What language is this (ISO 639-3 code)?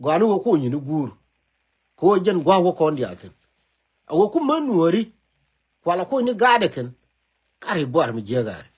nus